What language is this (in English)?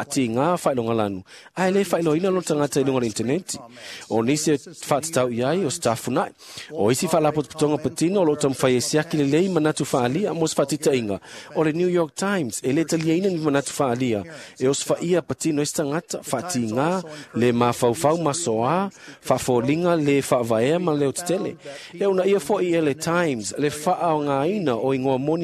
Samoan